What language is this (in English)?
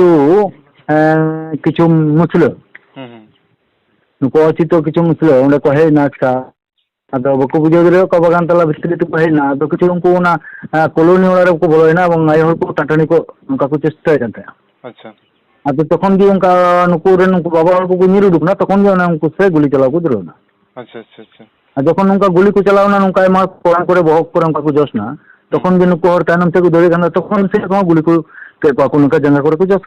Santali